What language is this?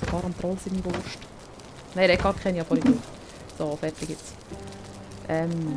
Swiss German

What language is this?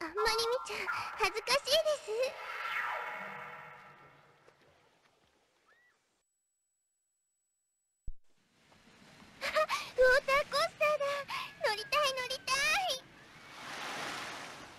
Japanese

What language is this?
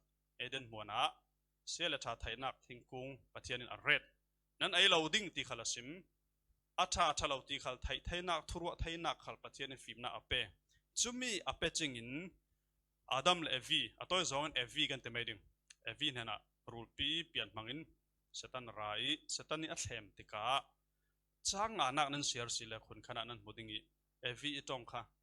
Falam Chin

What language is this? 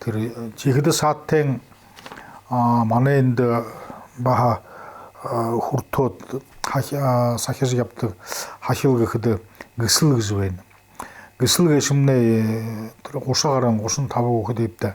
Buriat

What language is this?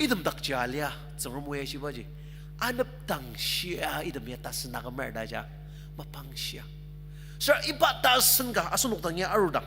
Ao Naga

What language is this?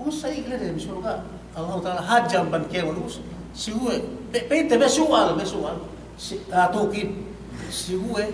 Yakan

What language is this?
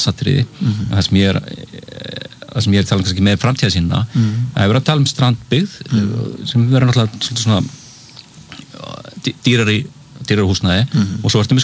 Icelandic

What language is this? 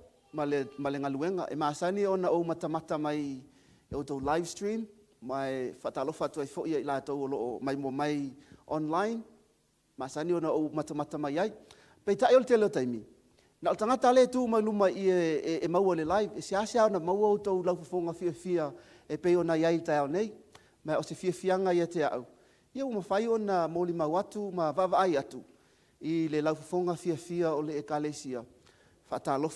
Samoan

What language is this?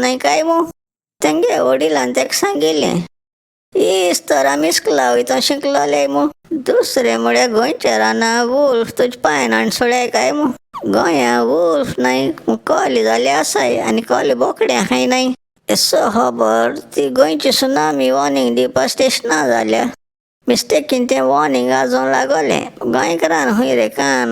Konkani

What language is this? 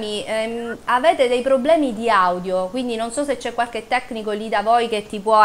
Italian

